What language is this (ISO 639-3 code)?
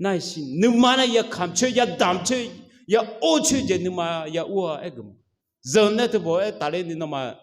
ahk